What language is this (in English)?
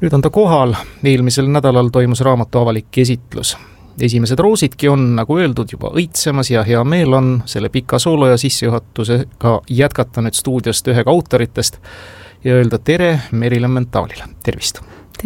Estonian